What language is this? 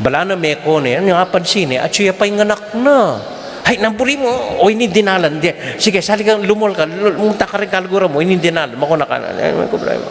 Pampanga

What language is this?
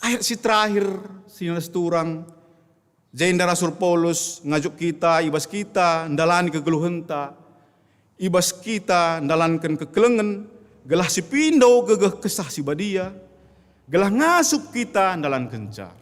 Batak Karo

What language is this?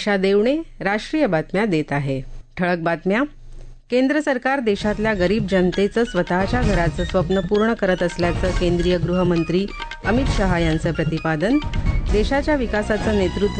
Marathi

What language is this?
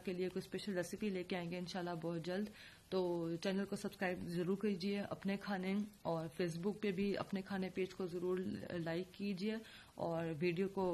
Urdu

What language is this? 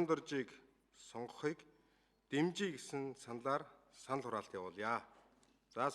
Mongolian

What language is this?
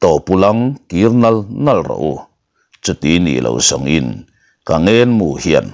Mizo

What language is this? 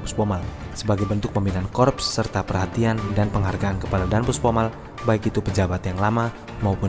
Indonesian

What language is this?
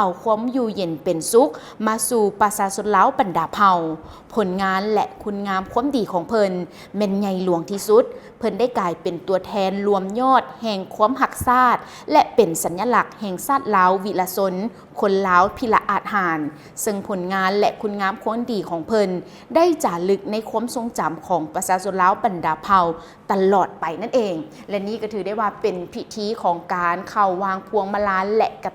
Lao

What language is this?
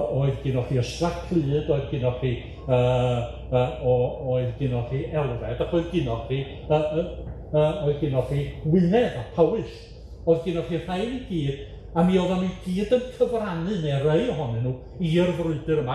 Welsh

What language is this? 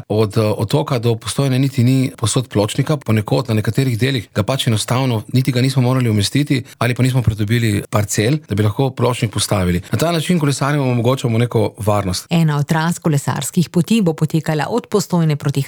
Slovenian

